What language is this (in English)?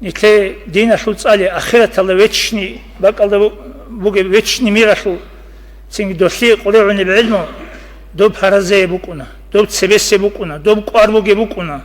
Avaric